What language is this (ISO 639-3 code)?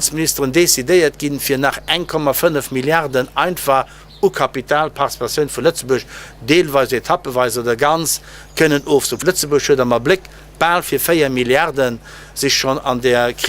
ltz